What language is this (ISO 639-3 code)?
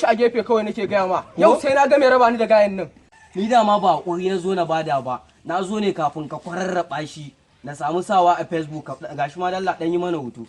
hau